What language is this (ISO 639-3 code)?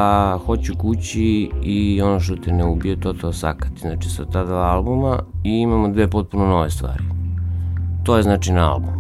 srp